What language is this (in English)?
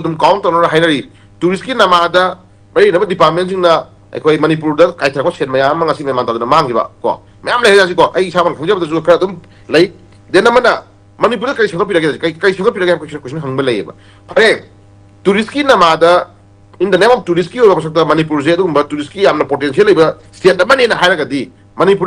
Manipuri